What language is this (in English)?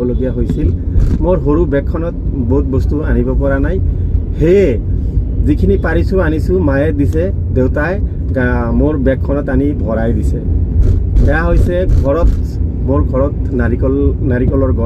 Assamese